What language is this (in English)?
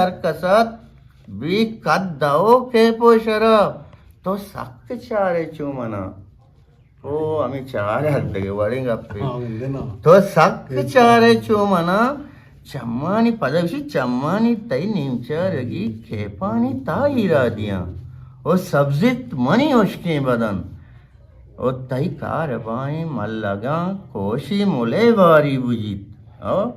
Eastern Balochi